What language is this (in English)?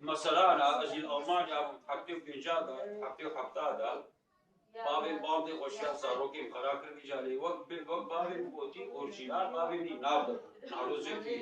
Kurdish